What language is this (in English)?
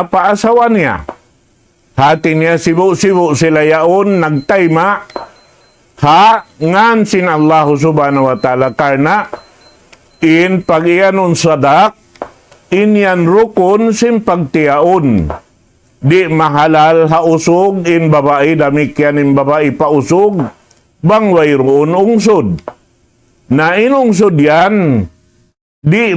Tausug